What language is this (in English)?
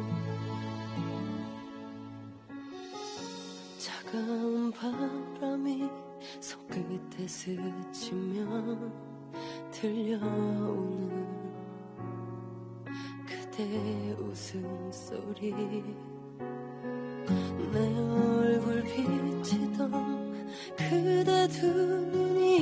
Korean